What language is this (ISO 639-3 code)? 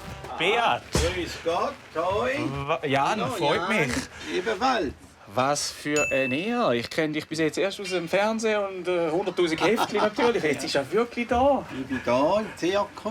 gsw